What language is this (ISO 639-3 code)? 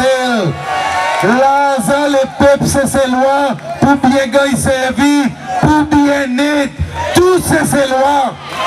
crs